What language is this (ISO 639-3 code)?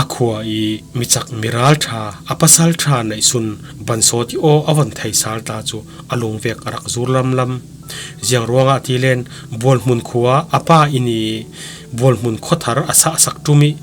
cfm